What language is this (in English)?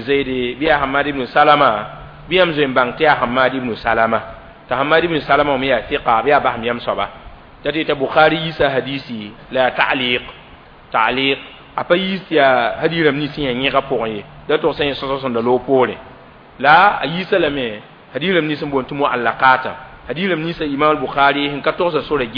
Mossi